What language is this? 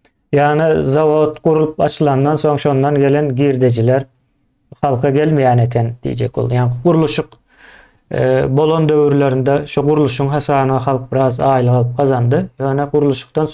Turkmen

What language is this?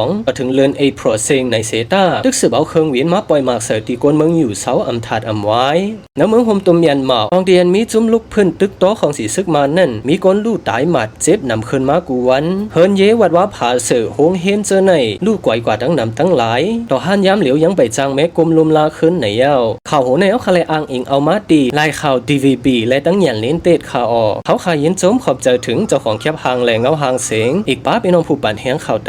Shan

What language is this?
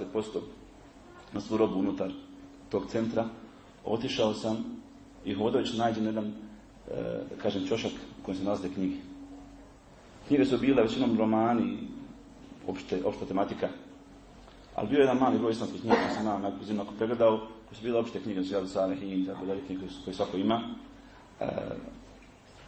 Bosnian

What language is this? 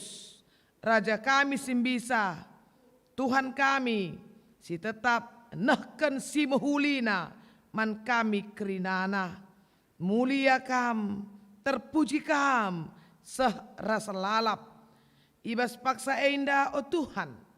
Batak Karo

